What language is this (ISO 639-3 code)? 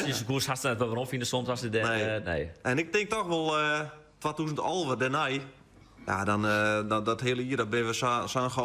fry